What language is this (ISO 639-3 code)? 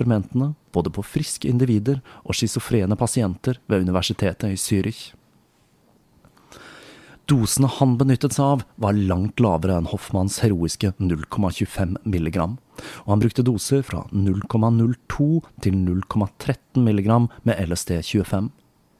nor